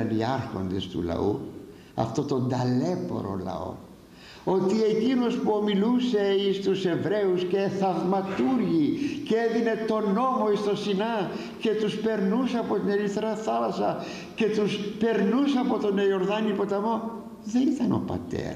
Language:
Greek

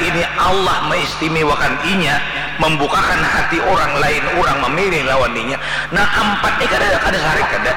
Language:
Banjar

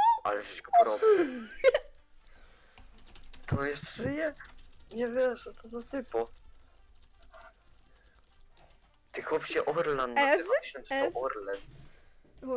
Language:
Polish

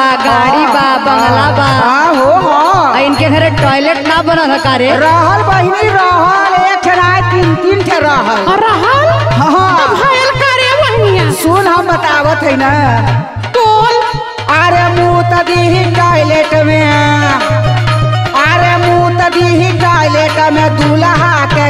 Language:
Bhojpuri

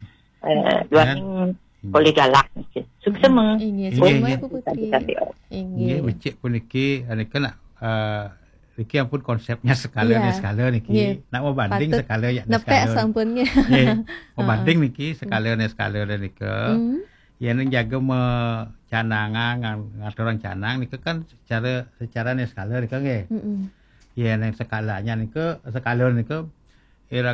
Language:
Balinese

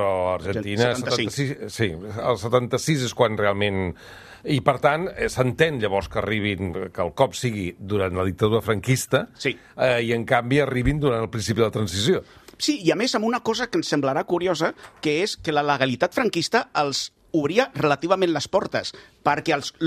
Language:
Catalan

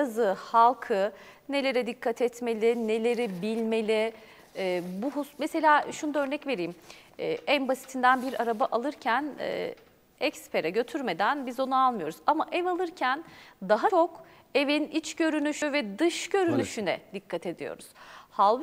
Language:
Turkish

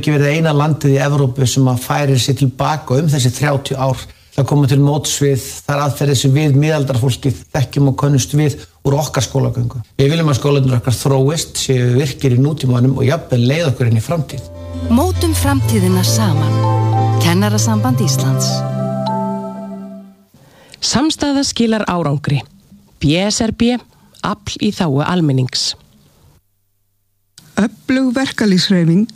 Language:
Icelandic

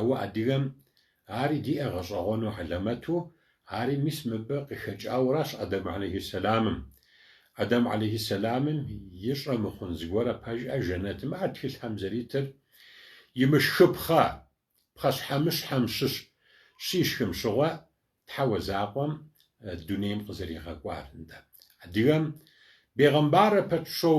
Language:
Kabardian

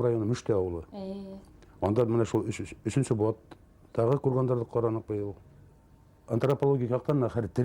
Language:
Bashkir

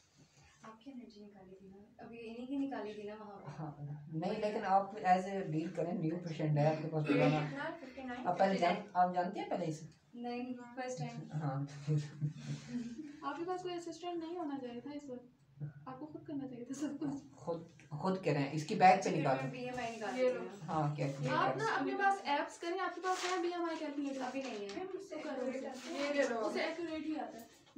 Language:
Hindi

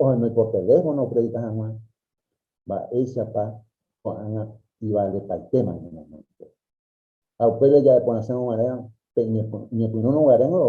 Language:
Guarani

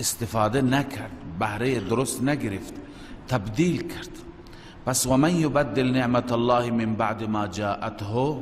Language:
Persian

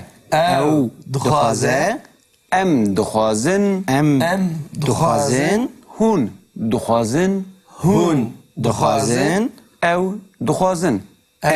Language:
Kurdish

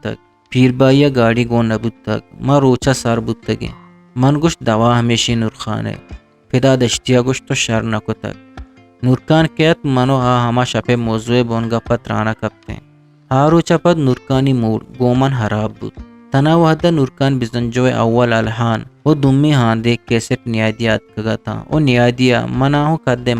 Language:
Eastern Balochi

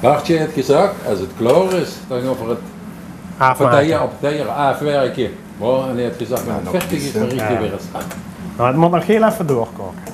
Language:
Limburgish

